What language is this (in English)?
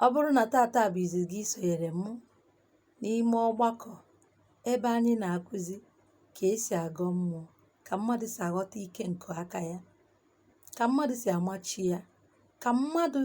Igbo